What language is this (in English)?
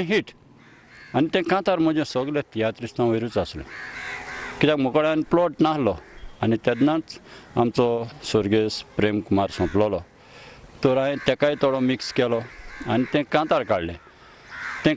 Konkani